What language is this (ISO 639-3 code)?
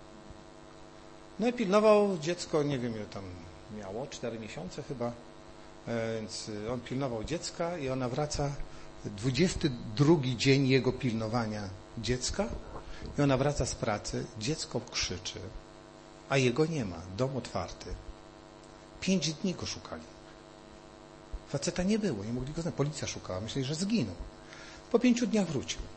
pol